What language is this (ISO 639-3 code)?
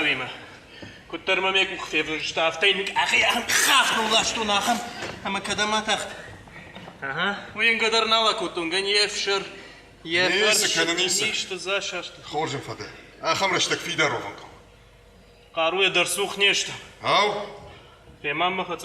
oss